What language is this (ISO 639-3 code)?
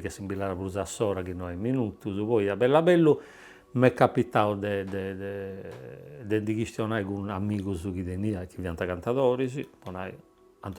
srd